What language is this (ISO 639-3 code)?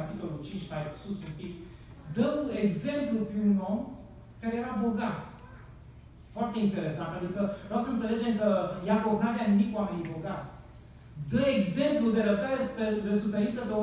ron